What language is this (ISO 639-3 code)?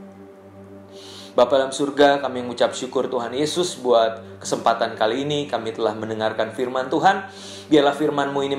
ind